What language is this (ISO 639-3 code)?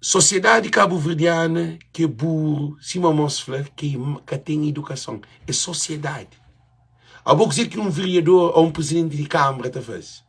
kea